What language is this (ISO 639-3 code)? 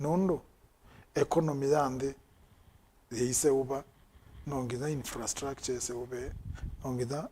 kam